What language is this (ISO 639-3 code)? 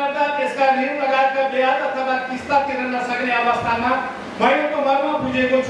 nep